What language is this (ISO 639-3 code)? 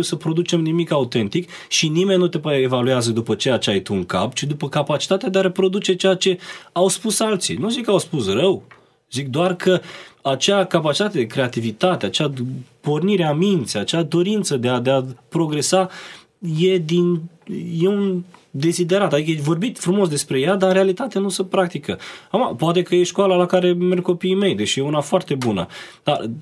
ron